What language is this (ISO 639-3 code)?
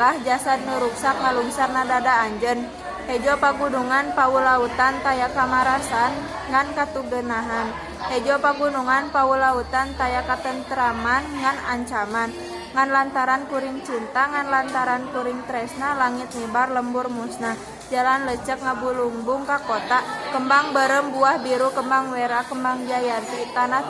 sun